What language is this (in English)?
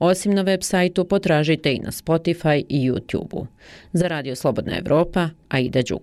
Bosnian